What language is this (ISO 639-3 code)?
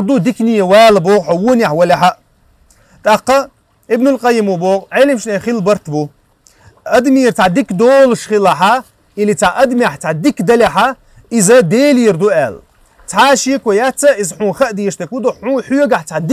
che